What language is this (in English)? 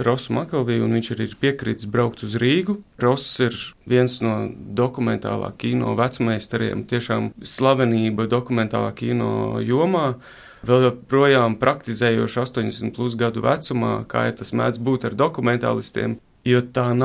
Latvian